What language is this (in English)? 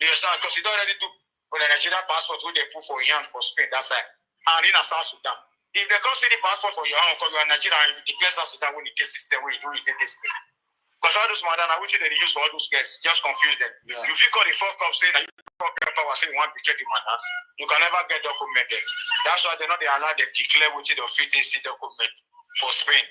Nigerian Pidgin